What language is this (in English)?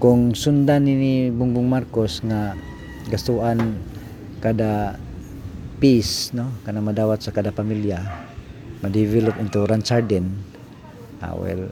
Cebuano